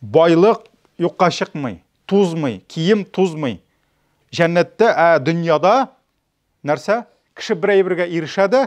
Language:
Tatar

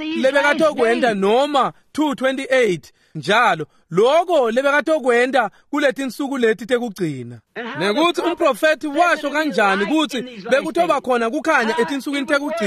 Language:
Swati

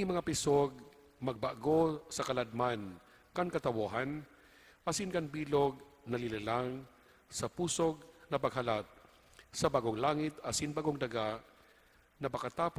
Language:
Bikol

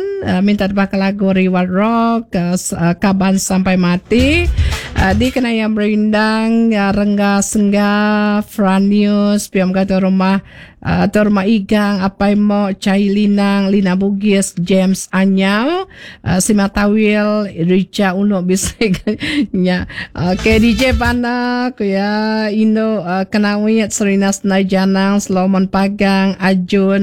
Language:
Iban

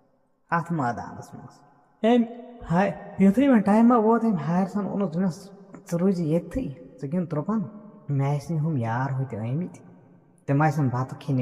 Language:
Kashmiri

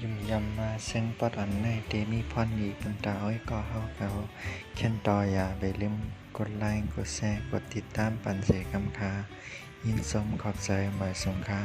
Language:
Shan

